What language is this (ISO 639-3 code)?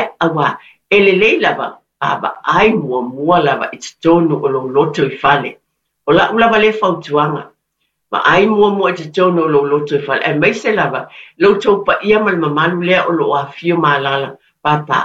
smo